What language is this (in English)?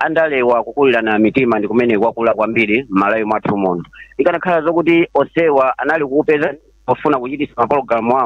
Nyanja